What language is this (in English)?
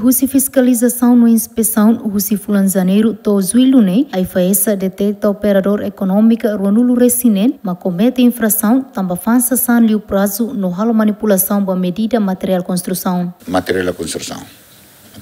Tetum